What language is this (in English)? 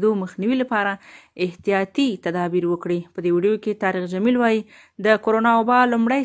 Pashto